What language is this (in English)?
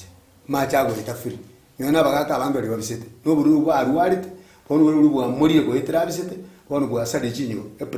Gusii